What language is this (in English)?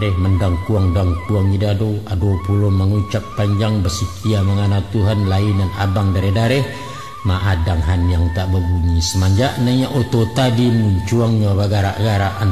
Minangkabau